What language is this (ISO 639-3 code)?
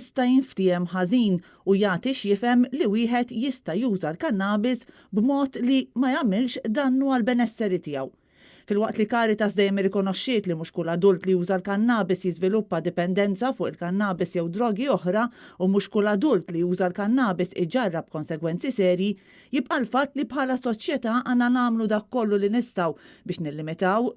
mlt